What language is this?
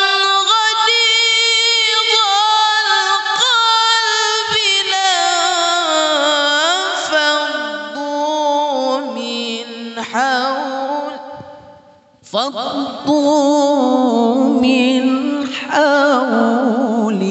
Indonesian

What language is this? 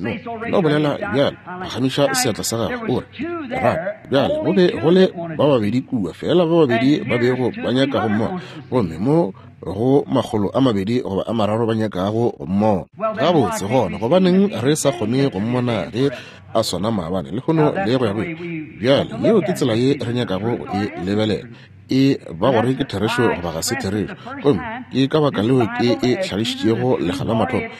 Northern Sotho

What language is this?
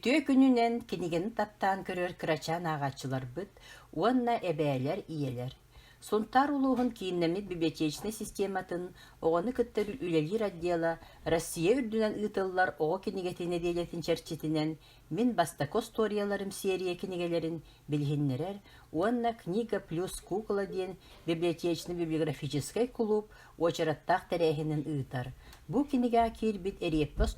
Yakut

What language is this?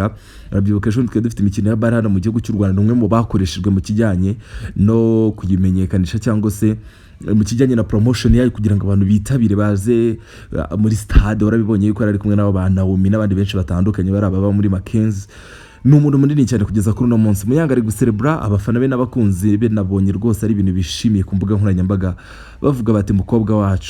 Kinyarwanda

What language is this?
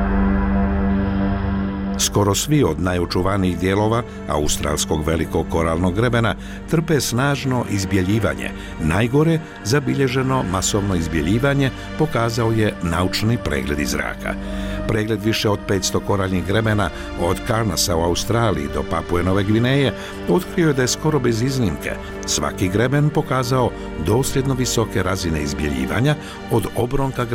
Bosnian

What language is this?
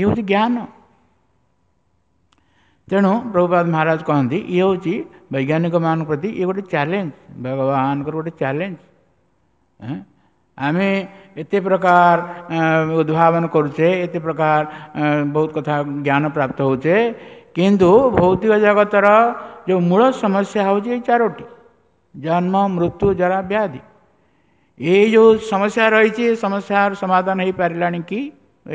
Odia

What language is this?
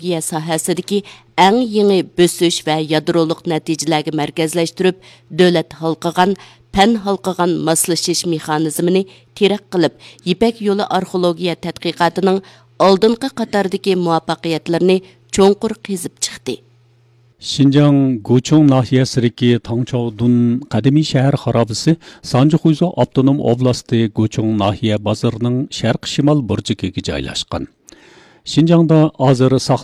Uyghur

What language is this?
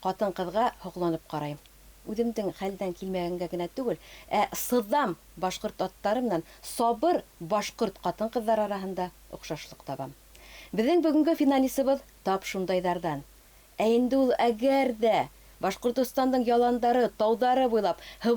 Bashkir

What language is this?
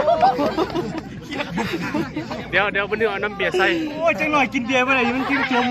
Lao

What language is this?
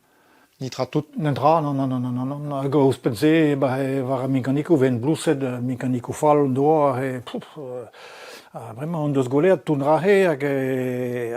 Breton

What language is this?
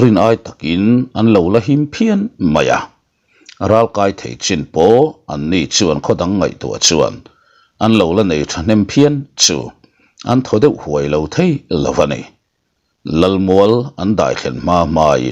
Mizo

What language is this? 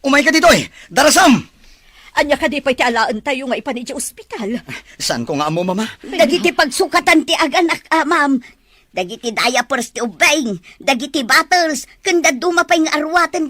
Iloko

